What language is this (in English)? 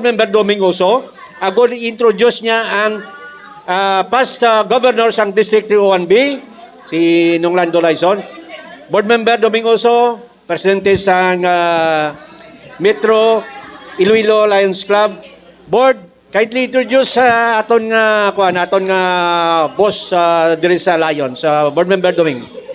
Hiligaynon